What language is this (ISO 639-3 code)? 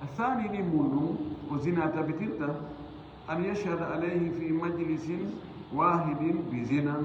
ful